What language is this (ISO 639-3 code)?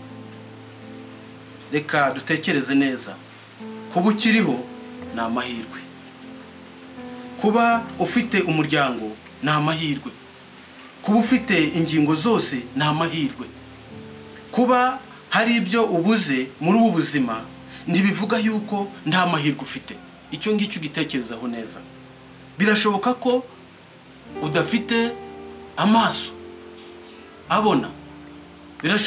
kin